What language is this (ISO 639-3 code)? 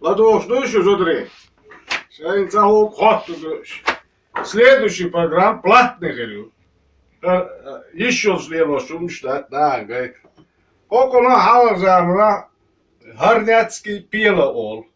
che